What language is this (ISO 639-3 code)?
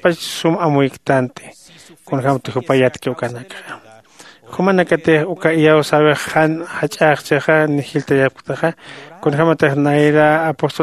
aym